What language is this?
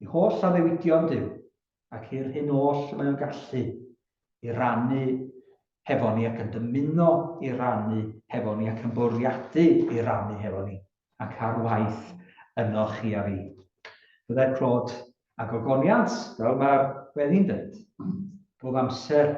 Welsh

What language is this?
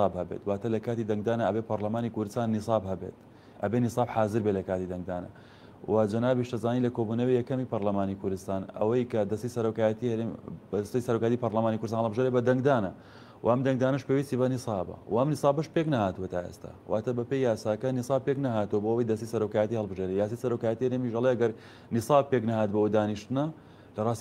Central Kurdish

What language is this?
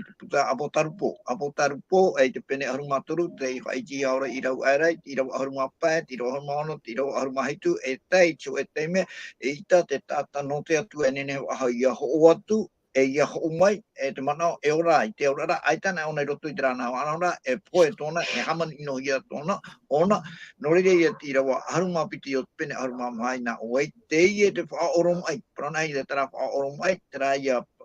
Tahitian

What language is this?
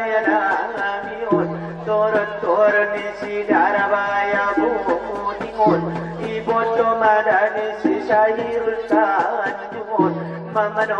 Batak Angkola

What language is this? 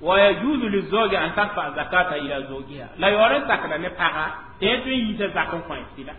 Mossi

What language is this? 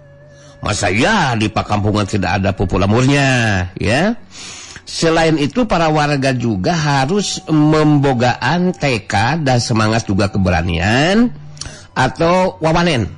Sundanese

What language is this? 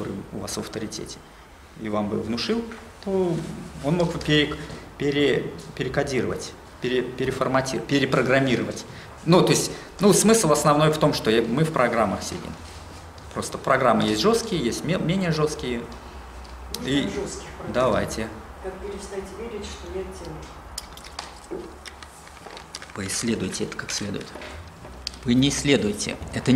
Russian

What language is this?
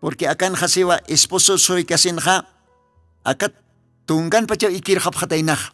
Aymara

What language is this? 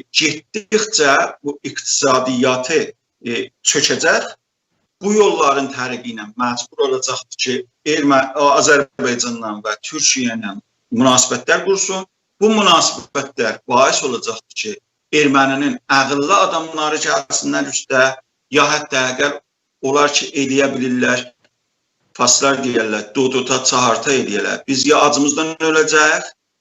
South Azerbaijani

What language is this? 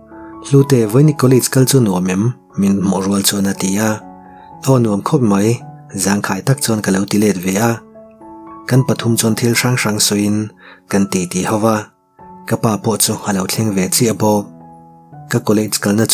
Mizo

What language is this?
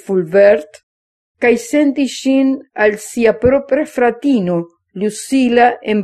Esperanto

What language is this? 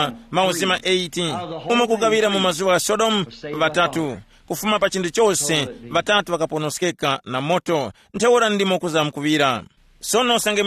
Tumbuka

